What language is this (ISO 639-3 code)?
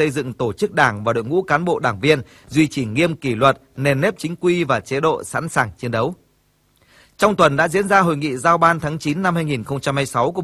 vie